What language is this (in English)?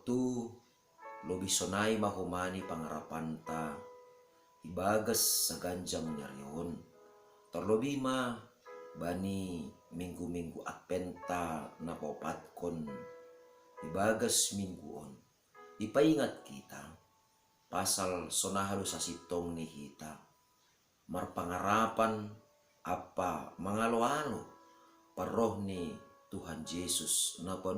Batak Simalungun